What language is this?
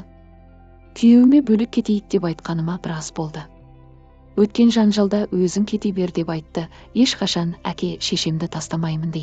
Kazakh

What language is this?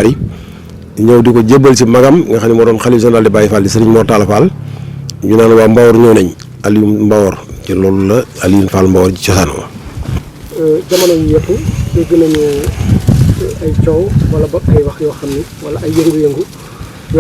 Wolof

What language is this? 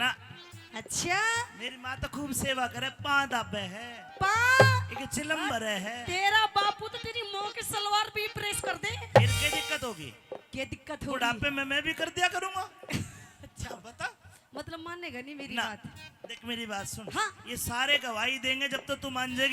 Haryanvi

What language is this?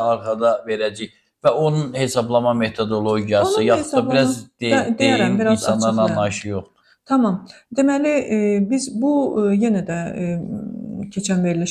Azerbaijani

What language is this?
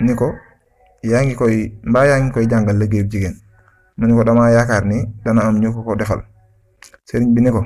Wolof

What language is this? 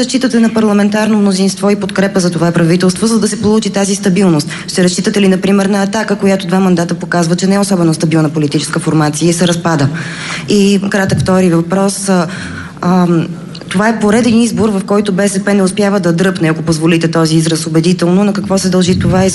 Bulgarian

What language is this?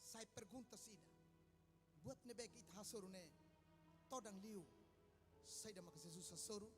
Tetum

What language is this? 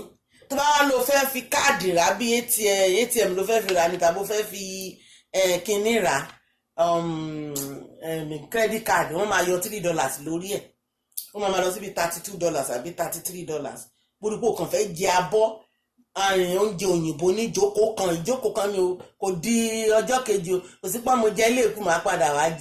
Yoruba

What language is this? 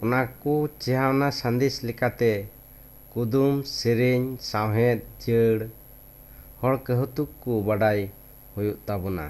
Santali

